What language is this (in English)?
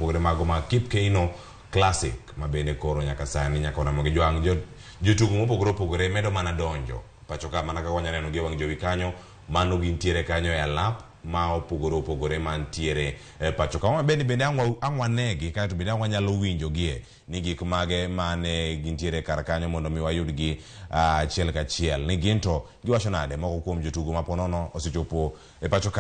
Luo (Kenya and Tanzania)